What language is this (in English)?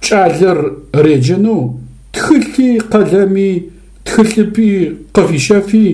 Adyghe